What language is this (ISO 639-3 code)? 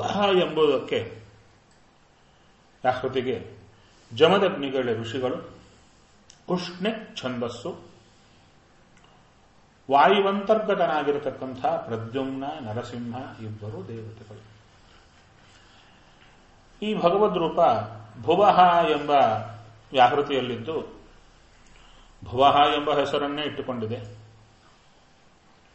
kan